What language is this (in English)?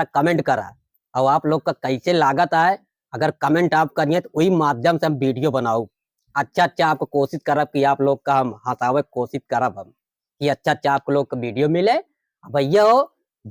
Awadhi